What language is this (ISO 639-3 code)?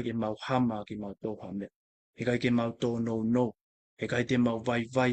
ton